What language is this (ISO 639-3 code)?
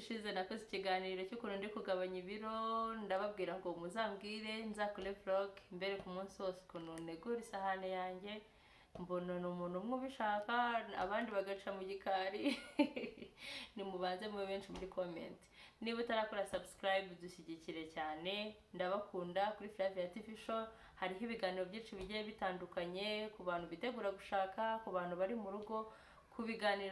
kin